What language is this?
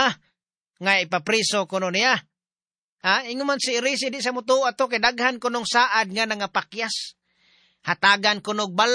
Cebuano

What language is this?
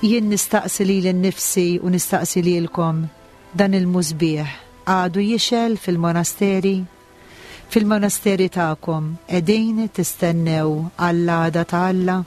Maltese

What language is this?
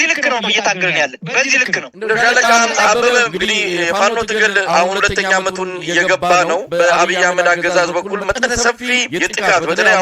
Amharic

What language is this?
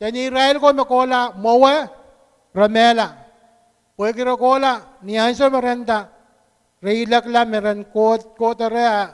Pohnpeian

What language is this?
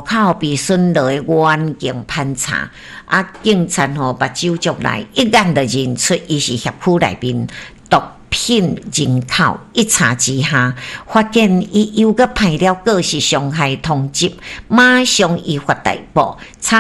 Min Nan Chinese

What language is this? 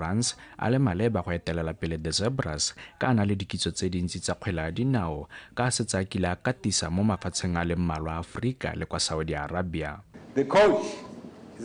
Tswana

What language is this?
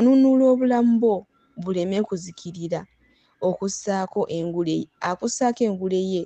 Ganda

